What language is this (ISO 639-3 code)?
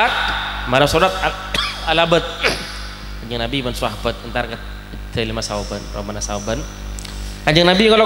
mad